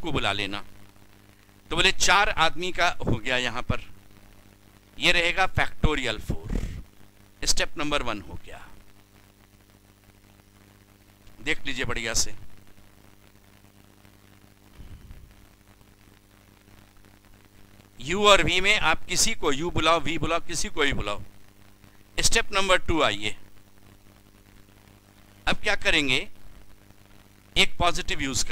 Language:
Hindi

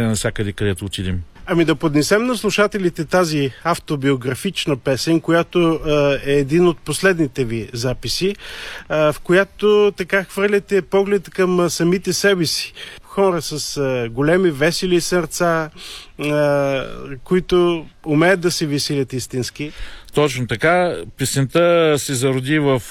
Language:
Bulgarian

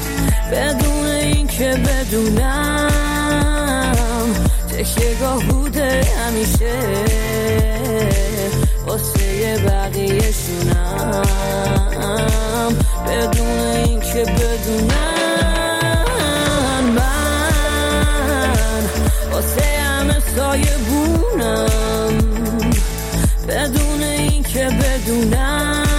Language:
Persian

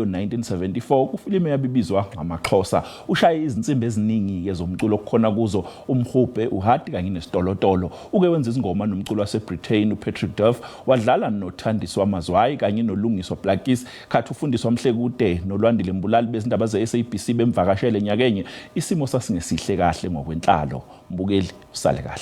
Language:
Zulu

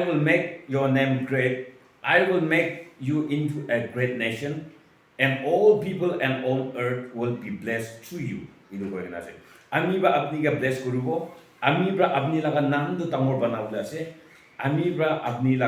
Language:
Naga Pidgin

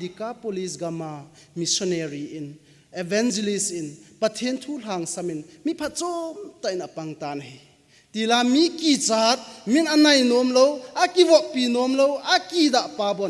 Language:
Thado Chin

